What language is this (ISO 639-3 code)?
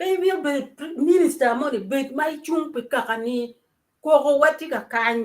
ach